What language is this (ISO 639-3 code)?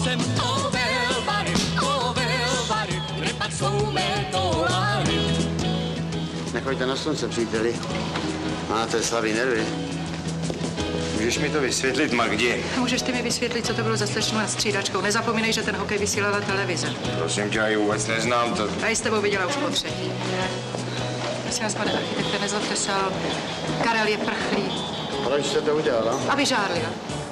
ces